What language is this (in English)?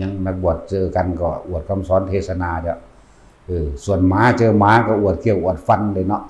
Northeastern Thai